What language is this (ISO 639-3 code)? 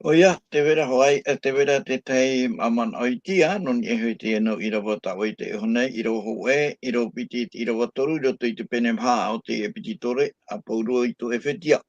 tah